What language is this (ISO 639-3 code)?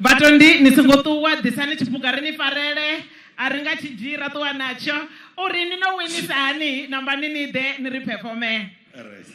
ven